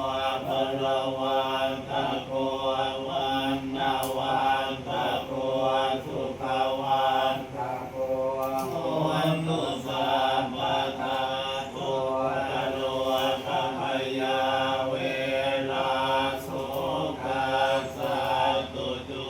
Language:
Pali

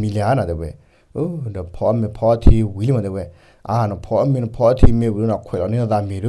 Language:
S'gaw Karen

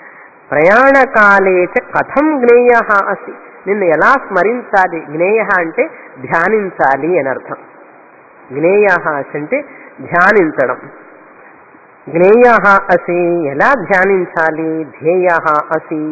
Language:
Telugu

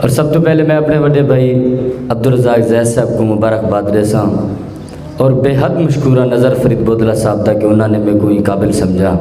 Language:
Saraiki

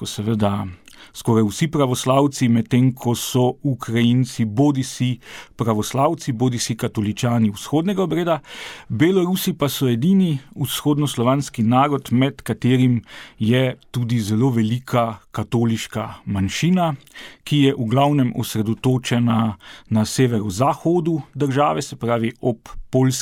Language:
Slovenian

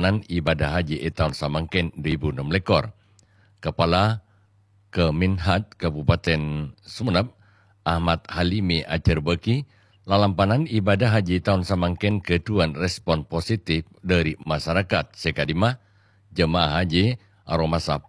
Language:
Madurese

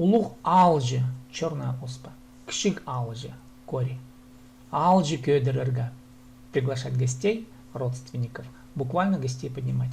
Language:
Khakas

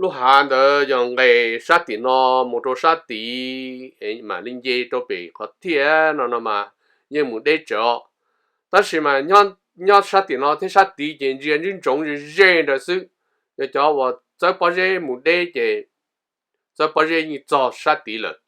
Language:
Hmong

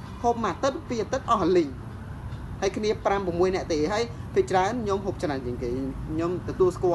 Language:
Khmer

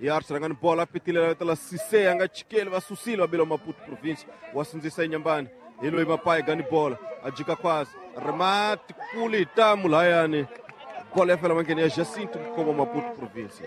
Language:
Tsonga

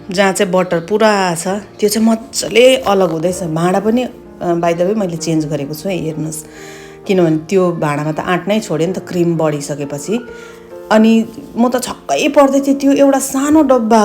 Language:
Nepali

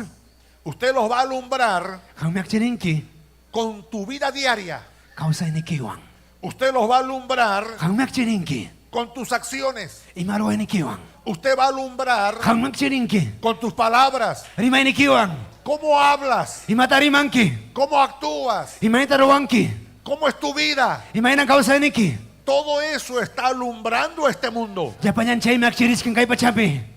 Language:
Ayacucho Quechua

